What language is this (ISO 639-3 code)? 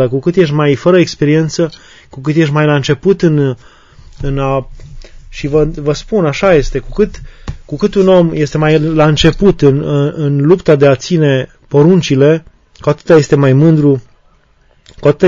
ron